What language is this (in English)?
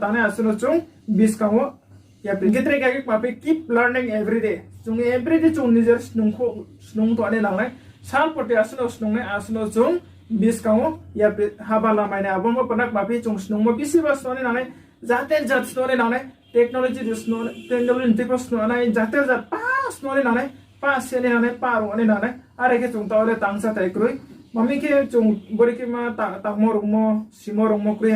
Riang (India)